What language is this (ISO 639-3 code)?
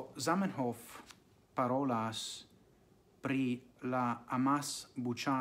epo